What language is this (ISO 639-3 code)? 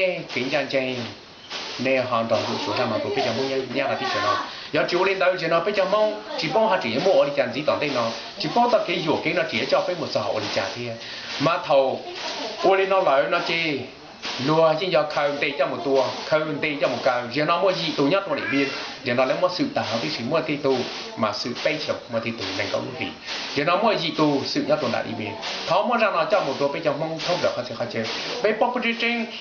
hmn